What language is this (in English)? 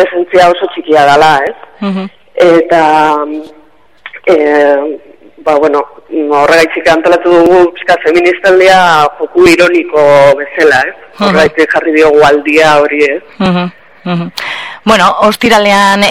Basque